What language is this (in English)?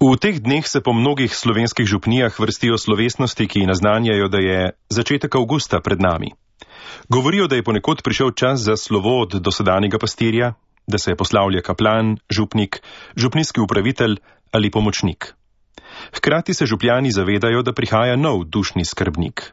Slovenian